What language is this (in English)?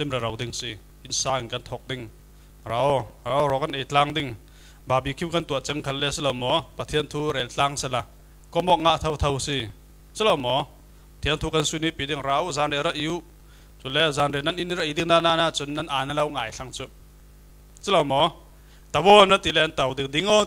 Falam Chin